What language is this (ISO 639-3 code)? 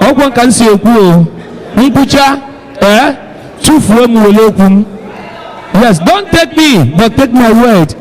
ibo